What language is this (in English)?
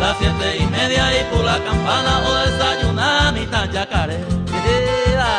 Guarani